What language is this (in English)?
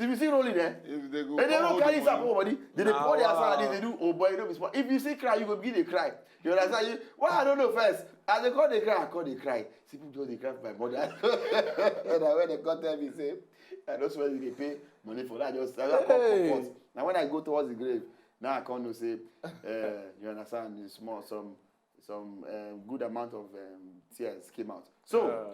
Nigerian Pidgin